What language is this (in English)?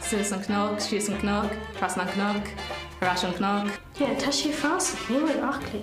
Irish